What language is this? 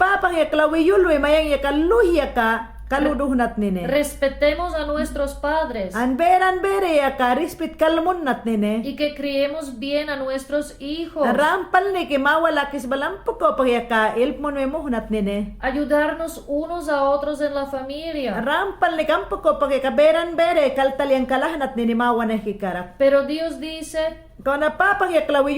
Mayangna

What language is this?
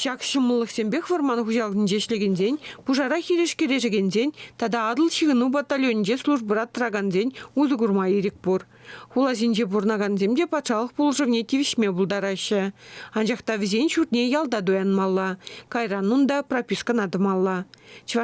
Chuvash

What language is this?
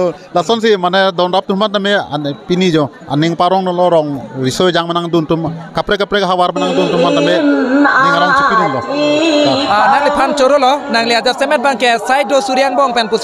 Karbi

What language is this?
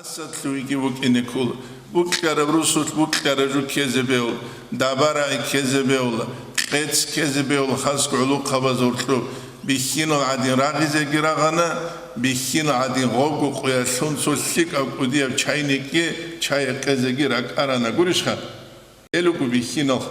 Avaric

